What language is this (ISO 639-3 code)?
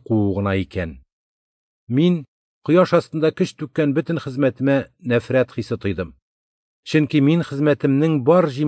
tat